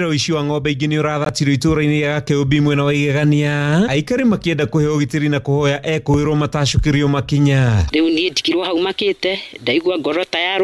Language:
Kikuyu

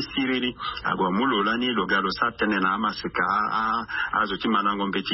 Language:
Sango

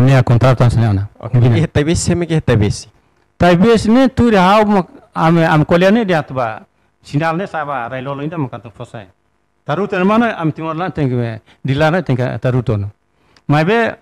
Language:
Tetum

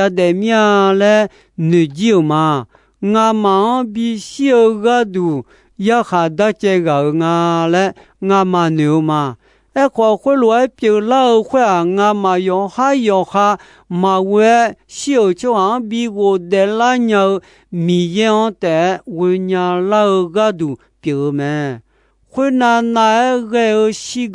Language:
Akha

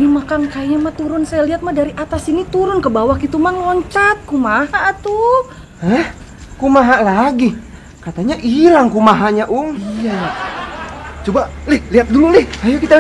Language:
Betawi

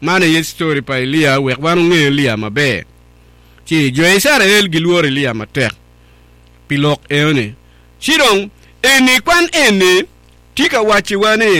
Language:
Acoli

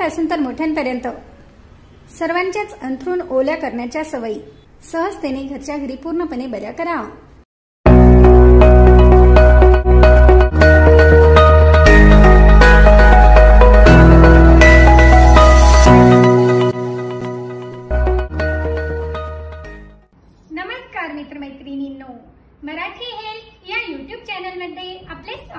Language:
Marathi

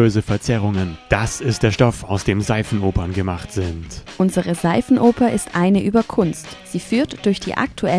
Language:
German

